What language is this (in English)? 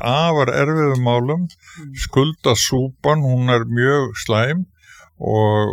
Icelandic